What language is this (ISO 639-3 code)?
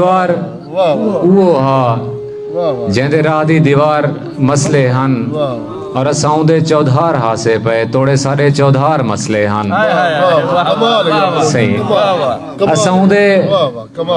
skr